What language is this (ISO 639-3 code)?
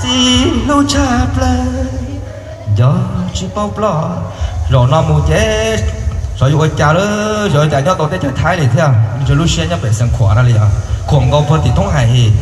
hmn